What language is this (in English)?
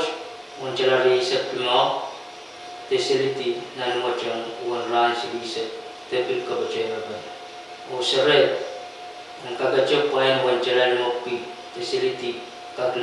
Pohnpeian